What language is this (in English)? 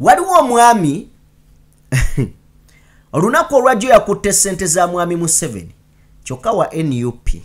Ganda